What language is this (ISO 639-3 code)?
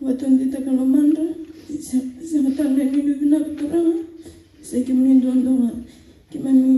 fij